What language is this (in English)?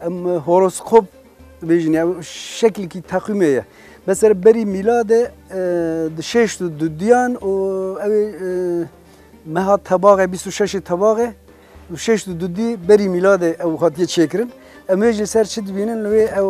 Kurdish